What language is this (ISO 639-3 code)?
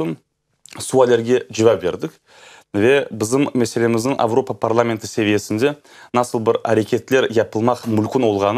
crh